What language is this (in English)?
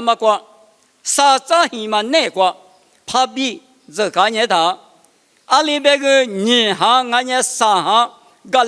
Lisu